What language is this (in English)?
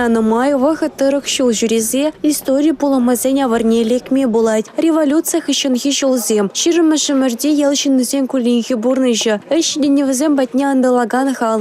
Chuvash